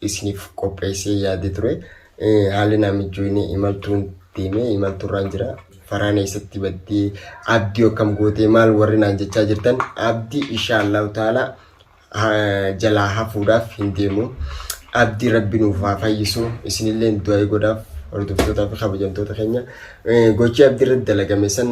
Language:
Oromo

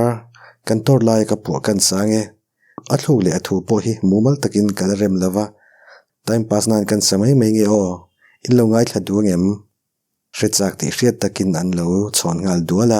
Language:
Mizo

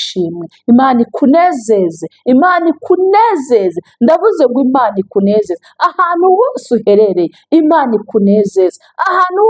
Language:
Kinyarwanda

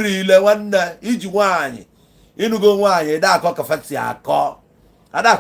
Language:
Igbo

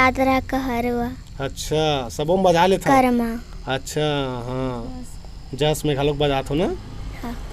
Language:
Chhattisgarhi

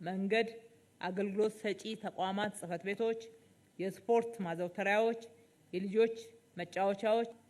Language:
Amharic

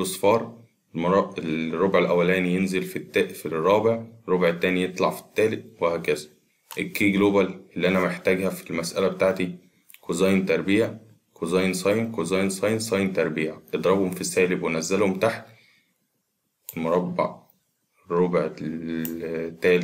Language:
Egyptian Arabic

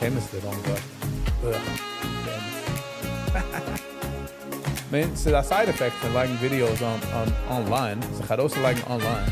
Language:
Yiddish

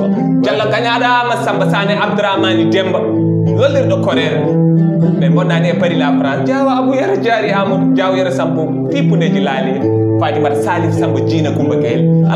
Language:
Fula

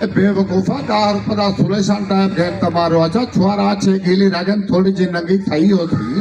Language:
Saraiki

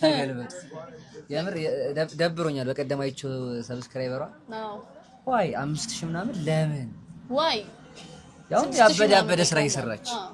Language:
Amharic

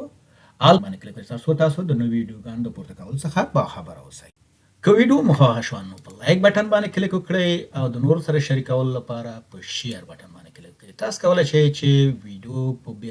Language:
Pashto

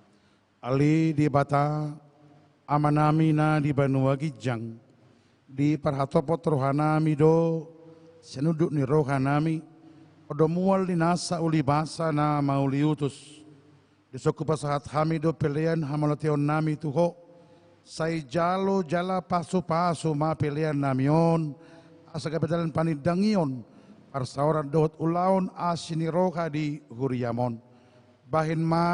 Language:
Batak Toba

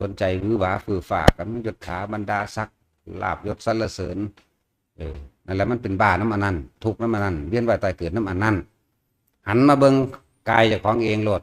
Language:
Northeastern Thai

